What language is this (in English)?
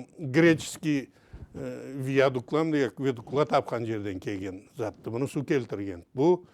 Karachay-Balkar